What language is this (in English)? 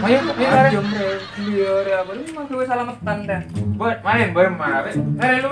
Madurese